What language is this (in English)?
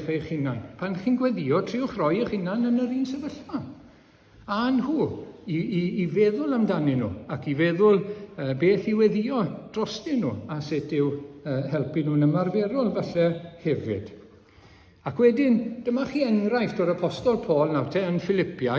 Welsh